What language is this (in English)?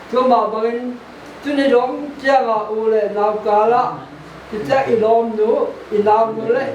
Paite Chin